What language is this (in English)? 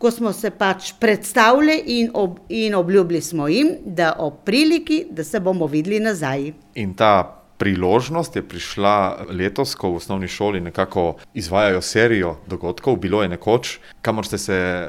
Slovenian